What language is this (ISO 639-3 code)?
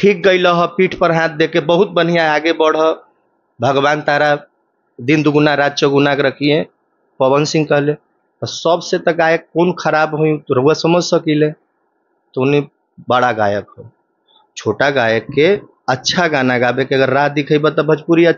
bho